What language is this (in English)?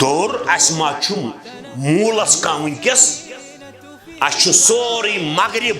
Kashmiri